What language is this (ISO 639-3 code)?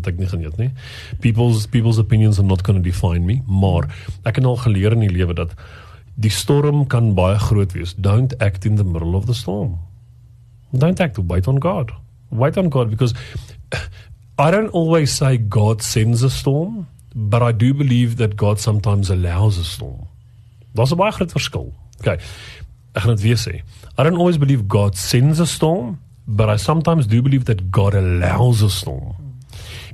afr